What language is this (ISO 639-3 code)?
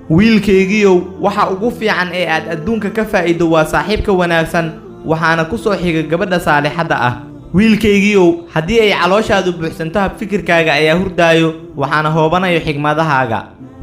som